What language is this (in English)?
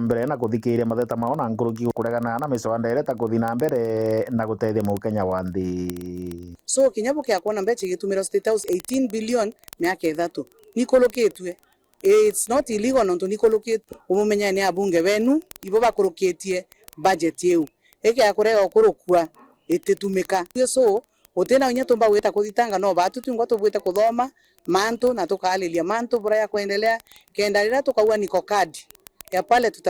Meru